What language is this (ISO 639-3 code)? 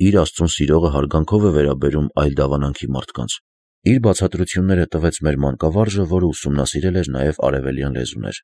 hye